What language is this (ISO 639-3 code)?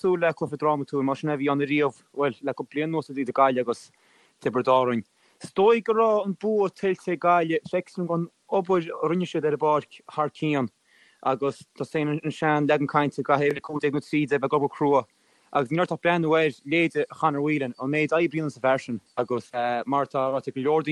gle